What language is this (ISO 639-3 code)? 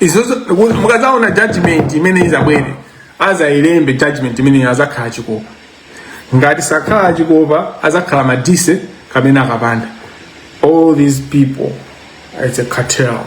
nya